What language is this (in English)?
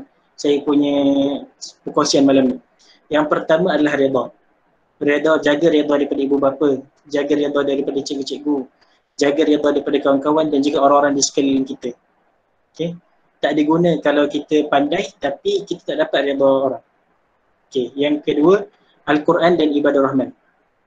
Malay